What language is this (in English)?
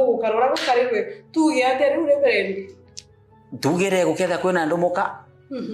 Meru